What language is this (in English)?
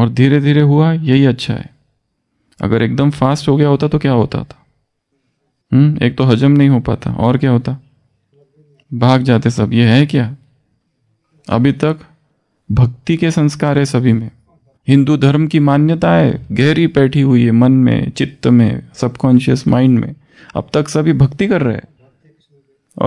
Hindi